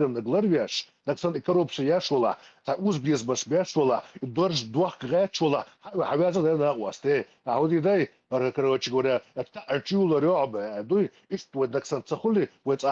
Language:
Chechen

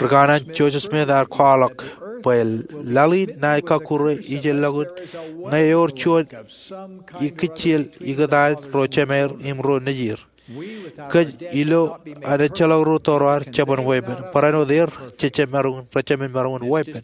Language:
Marshallese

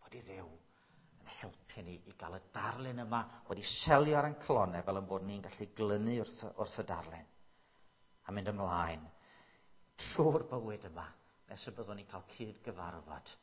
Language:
Welsh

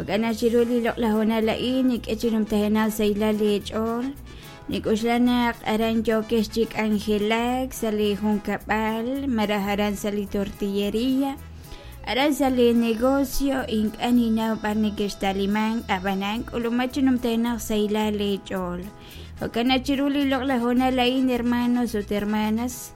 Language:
Kekchí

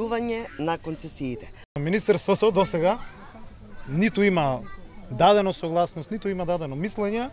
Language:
Macedonian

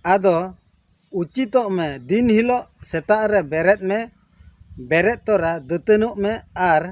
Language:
Santali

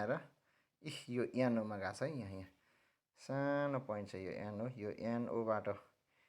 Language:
Nepali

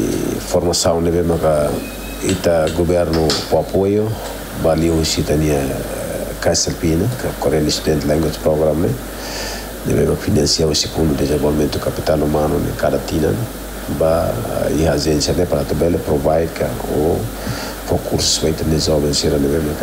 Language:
Tetum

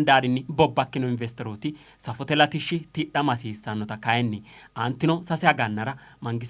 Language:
Sidamo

